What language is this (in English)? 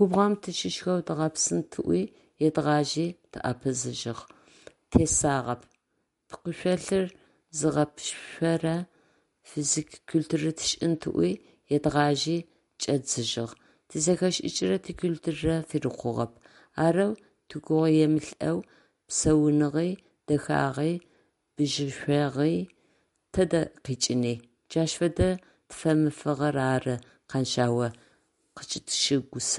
Adyghe